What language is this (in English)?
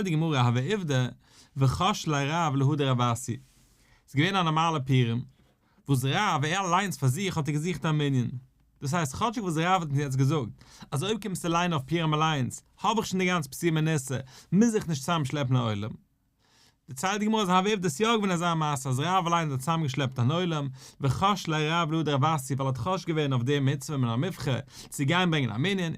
Yiddish